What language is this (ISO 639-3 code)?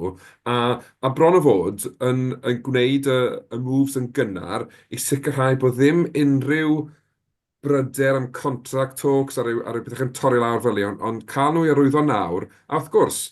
cym